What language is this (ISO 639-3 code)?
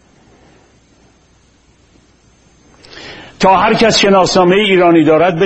fas